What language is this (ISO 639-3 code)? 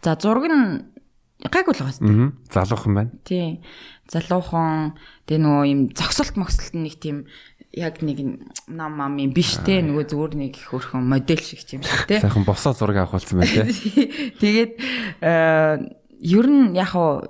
mon